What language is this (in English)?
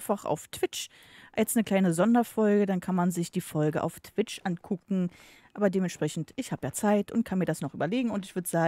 German